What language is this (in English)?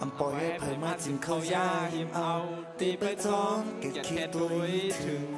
Shan